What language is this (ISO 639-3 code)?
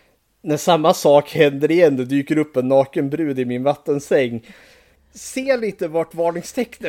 swe